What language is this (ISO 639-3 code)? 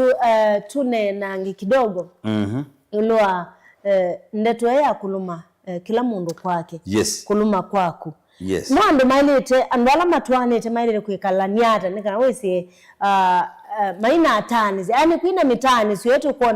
kam